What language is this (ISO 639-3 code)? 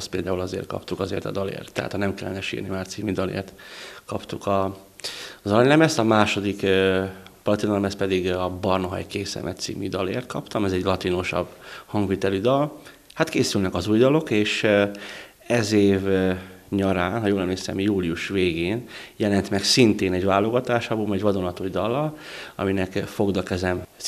hun